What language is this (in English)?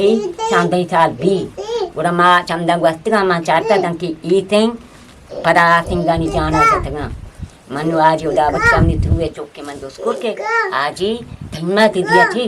Eastern Balochi